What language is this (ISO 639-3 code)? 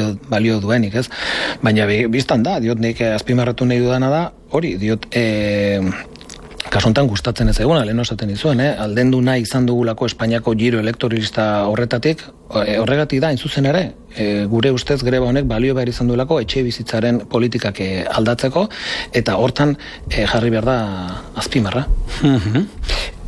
eus